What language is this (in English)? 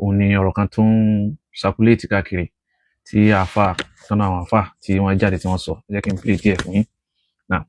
Yoruba